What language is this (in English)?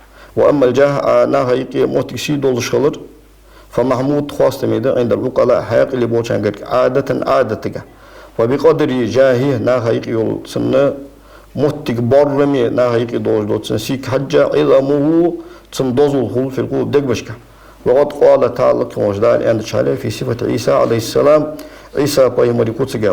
Ingush